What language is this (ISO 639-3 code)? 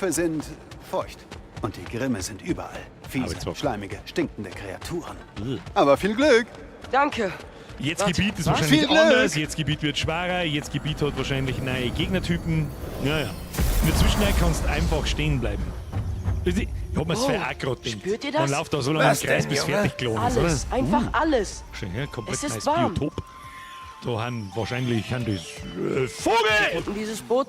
bar